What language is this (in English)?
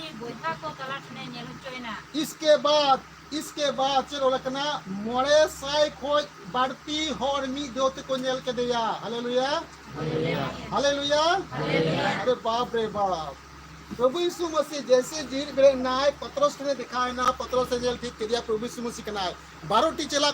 Santali